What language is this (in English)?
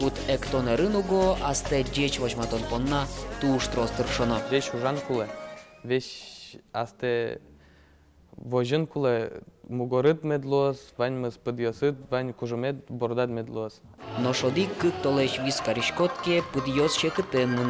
Udmurt